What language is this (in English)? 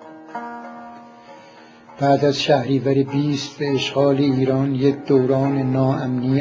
Persian